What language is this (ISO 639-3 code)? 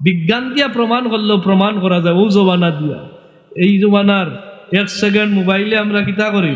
syl